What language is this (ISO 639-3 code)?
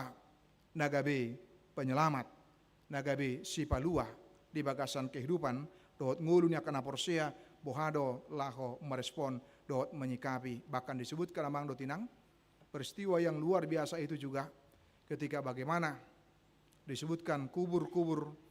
bbc